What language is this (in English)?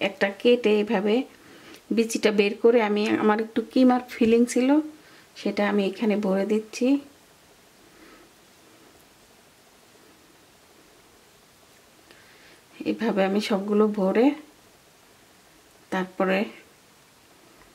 Bangla